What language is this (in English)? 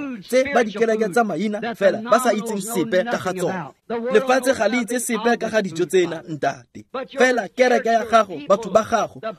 Tswana